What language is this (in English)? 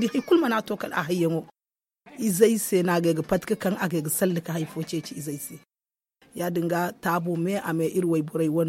Zarma